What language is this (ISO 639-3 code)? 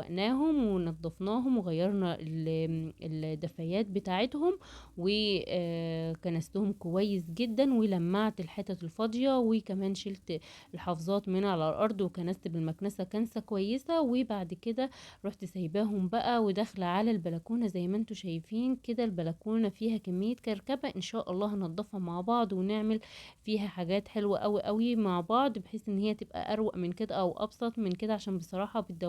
arz